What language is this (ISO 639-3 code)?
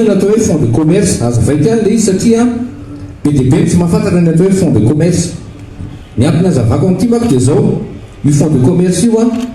mlg